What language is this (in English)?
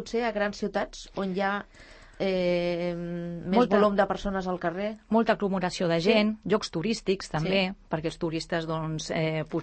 Catalan